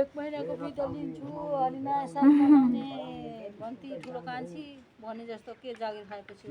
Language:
Nepali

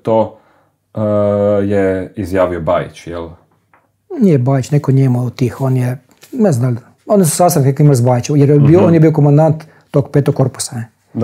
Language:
Croatian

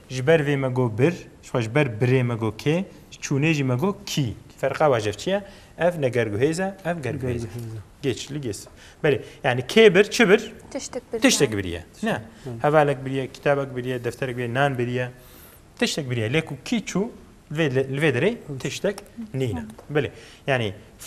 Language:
Kurdish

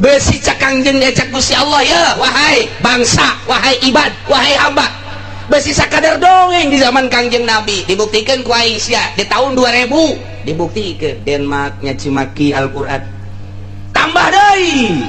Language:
Sundanese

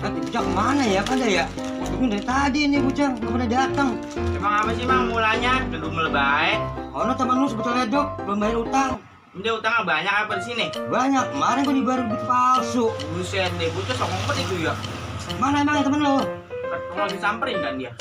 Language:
Betawi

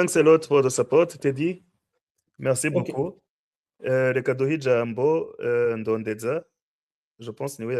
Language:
Rundi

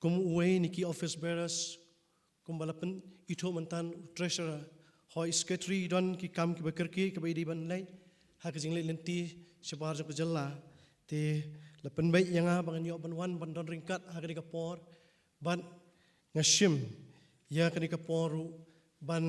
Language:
Khasi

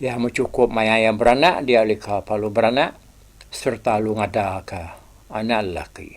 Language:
Iban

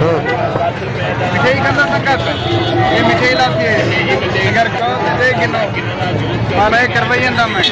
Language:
Saraiki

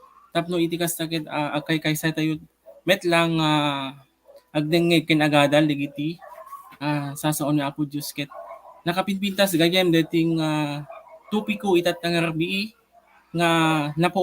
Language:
Iloko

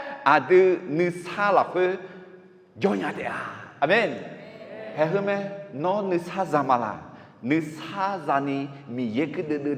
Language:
Akha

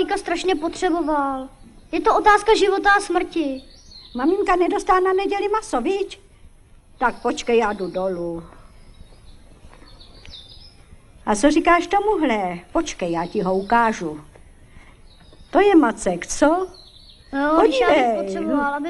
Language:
Czech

